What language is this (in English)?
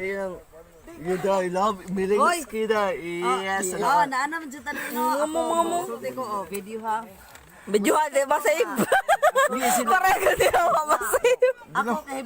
Cebuano